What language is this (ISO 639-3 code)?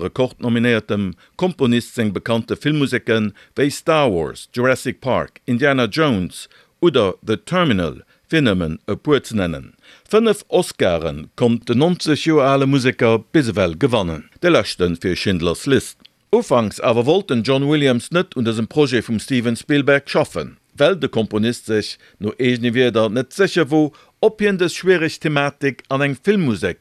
ltz